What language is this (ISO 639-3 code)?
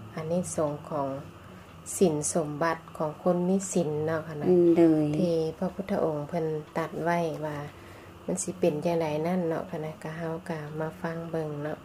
lao